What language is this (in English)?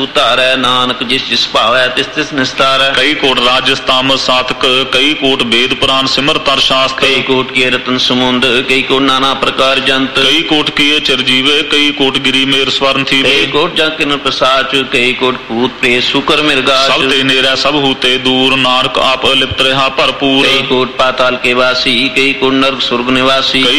Punjabi